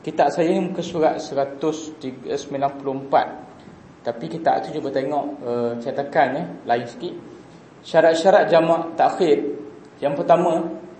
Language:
Malay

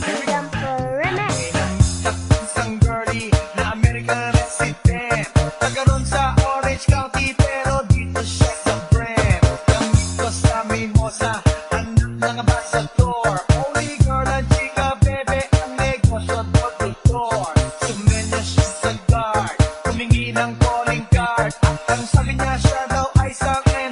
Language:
Filipino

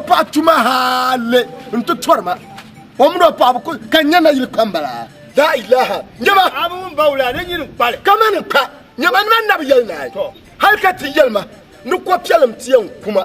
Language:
Dagbani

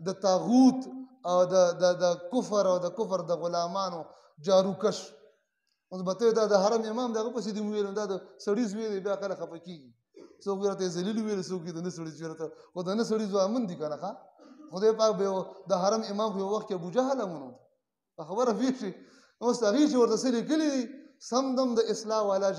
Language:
Pashto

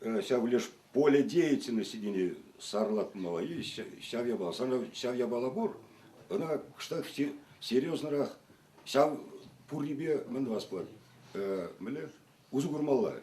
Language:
Chuvash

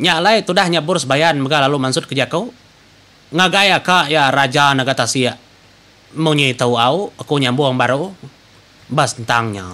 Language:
Iban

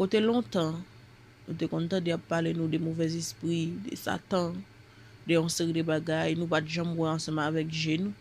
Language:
Haitian Creole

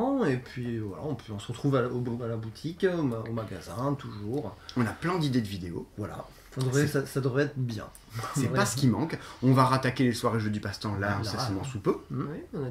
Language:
French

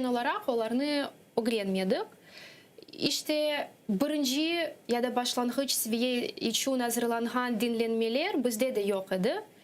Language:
Crimean Tatar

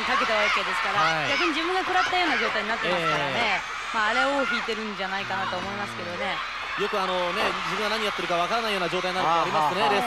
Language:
Japanese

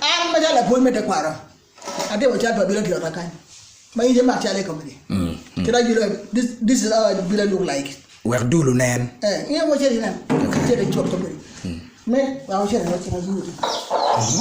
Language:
Acoli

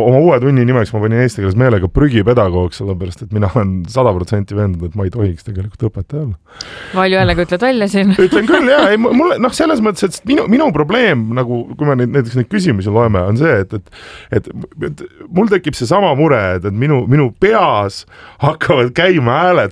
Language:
Estonian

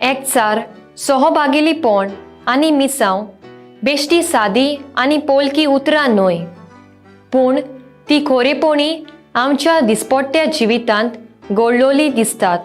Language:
Konkani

